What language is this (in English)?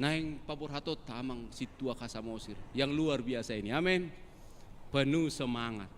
Batak Toba